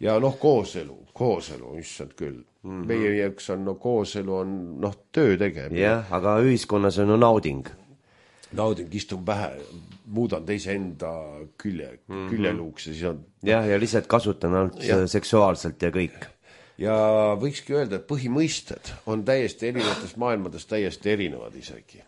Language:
Estonian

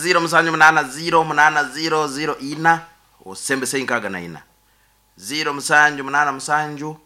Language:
Nyankole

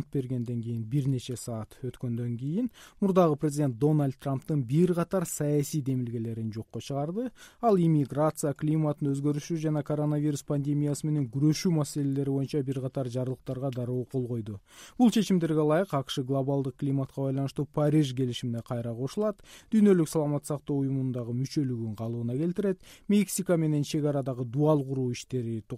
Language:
Kyrgyz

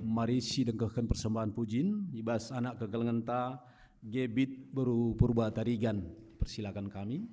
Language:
Batak Karo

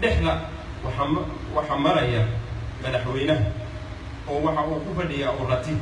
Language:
Somali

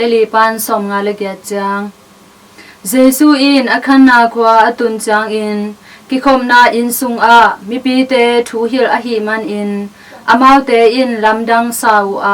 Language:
Tedim Chin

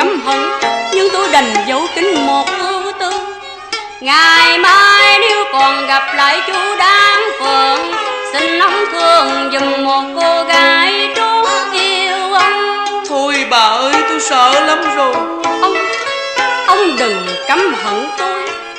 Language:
Vietnamese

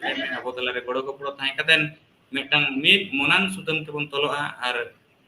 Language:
Santali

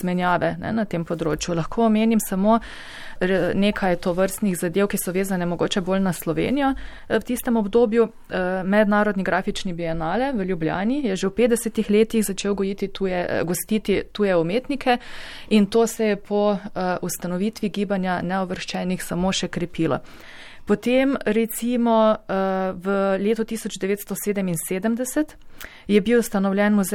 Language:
Slovenian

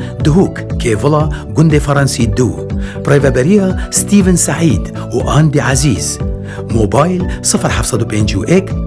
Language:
Kurdish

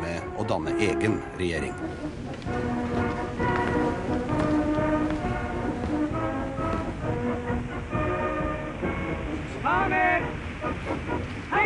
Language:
Norwegian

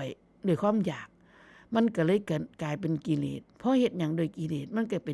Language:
Northeastern Thai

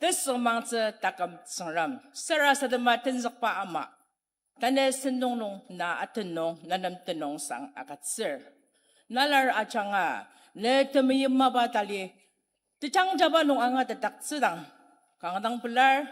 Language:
Ao Naga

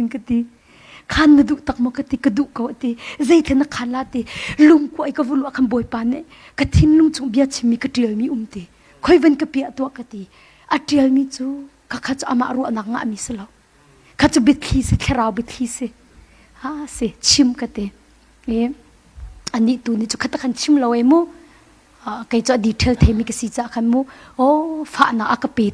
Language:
Hakha Chin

